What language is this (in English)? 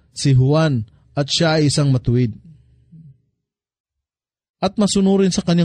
Filipino